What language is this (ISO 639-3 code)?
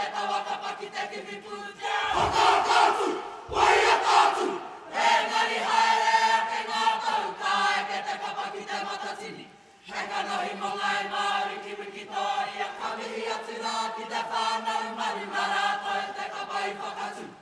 mri